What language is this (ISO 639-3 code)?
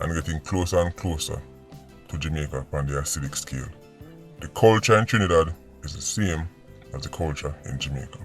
jam